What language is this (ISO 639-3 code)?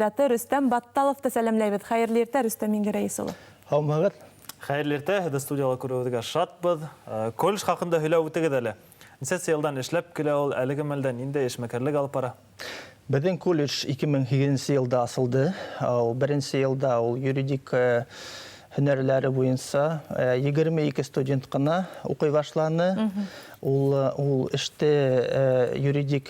bak